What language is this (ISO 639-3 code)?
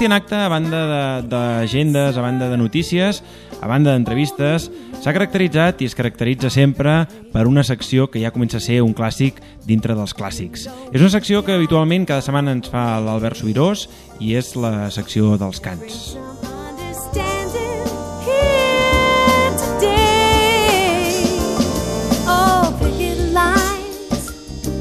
cat